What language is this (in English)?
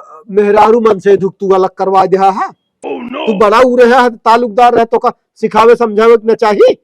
Awadhi